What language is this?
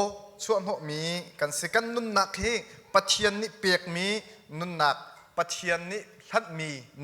Hakha Chin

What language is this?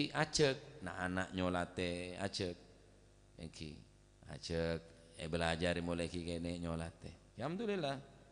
Madurese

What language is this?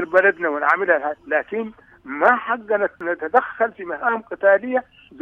Sudanese Arabic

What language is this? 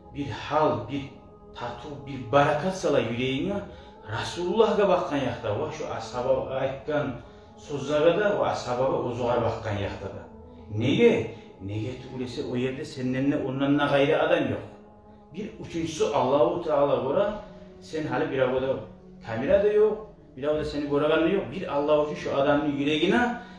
Kumyk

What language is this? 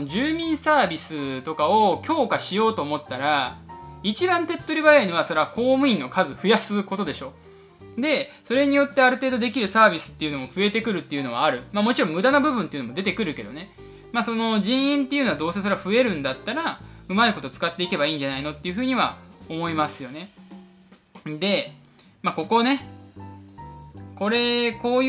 Japanese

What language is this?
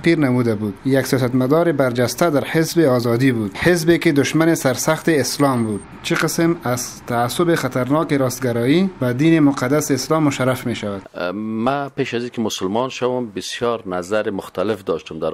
Persian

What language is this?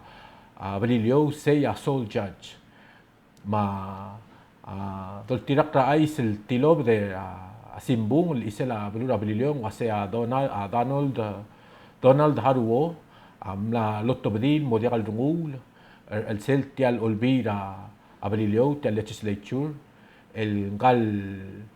Palauan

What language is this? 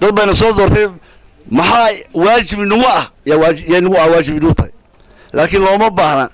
Somali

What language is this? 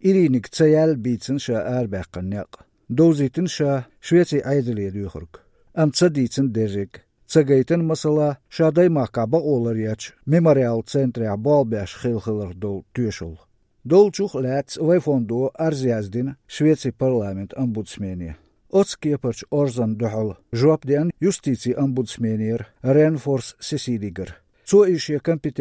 Chechen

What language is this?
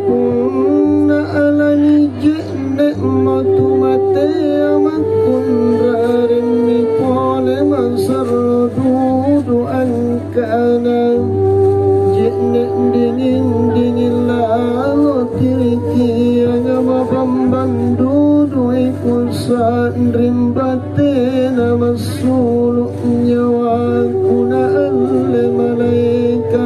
Makasar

